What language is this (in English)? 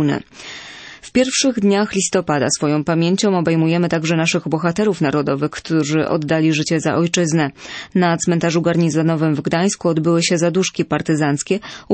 Polish